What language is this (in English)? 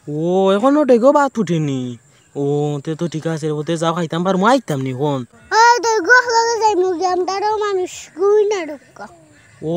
Sylheti